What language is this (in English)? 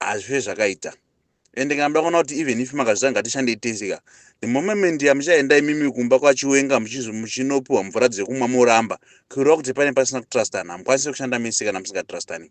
Shona